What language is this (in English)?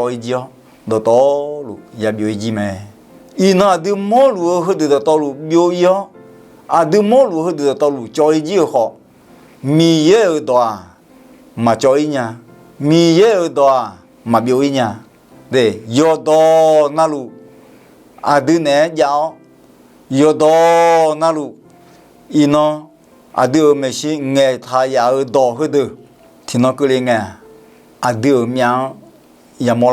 Akha